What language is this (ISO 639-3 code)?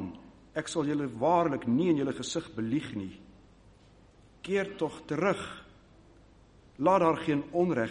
afr